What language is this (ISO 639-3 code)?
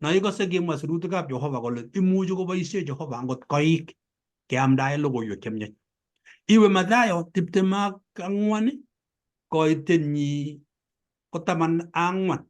kln